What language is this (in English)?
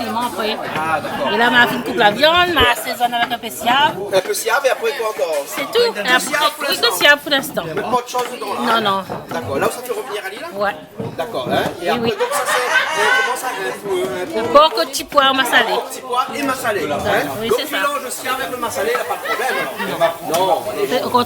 Réunion Creole French